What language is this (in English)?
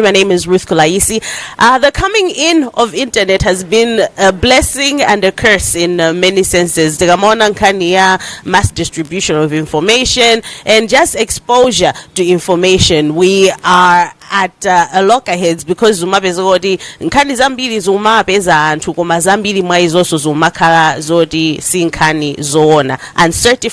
Nyanja